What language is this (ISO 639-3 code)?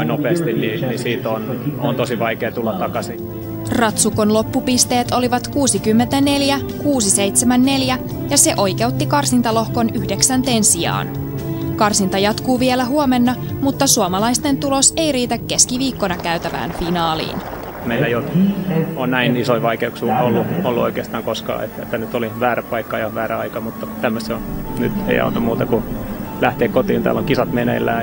fin